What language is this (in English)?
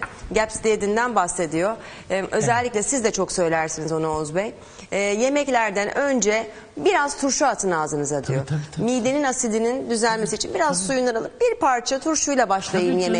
Turkish